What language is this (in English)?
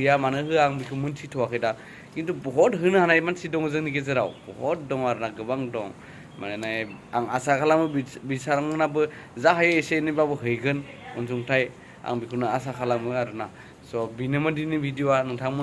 Bodo